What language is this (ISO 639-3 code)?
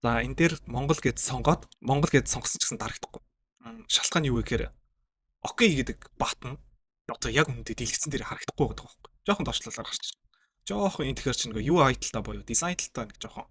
mon